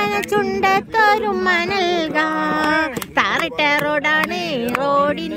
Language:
Malayalam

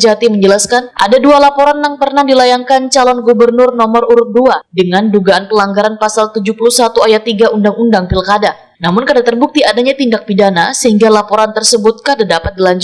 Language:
Banjar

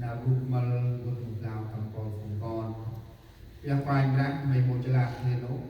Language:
Central Mnong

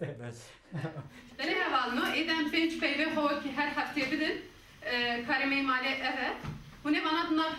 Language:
Kurdish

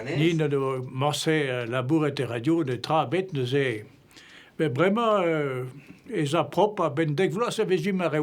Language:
Breton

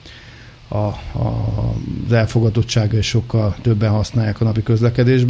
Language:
Hungarian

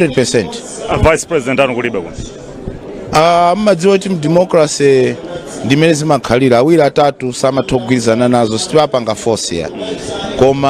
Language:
Nyanja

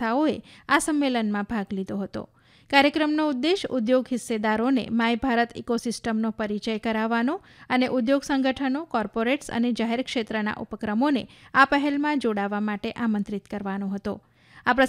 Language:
Gujarati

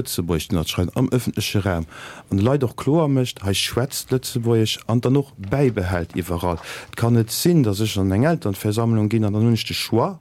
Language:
Luxembourgish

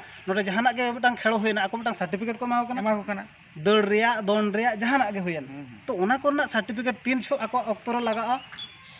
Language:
Santali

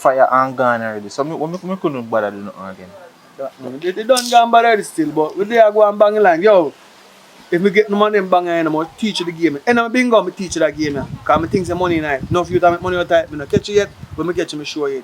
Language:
Jamaican Creole English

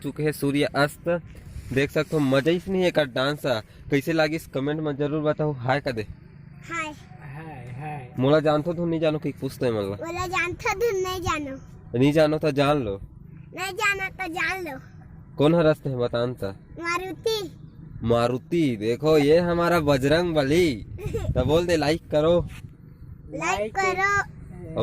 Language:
Chhattisgarhi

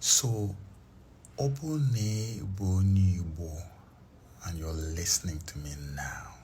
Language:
Igbo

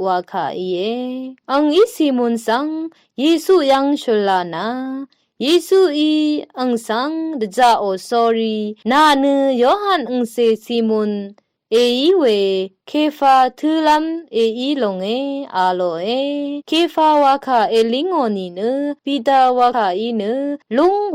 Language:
Rawang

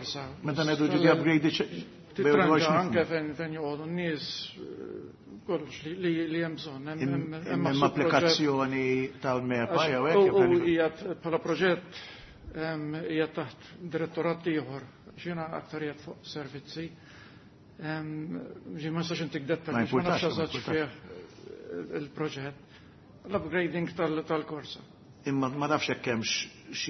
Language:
Maltese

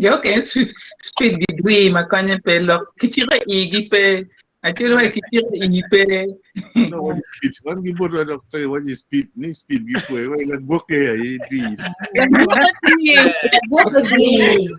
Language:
Acoli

